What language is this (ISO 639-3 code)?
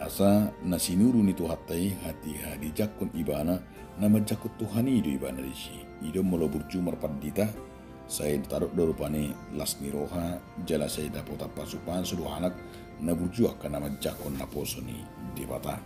bbc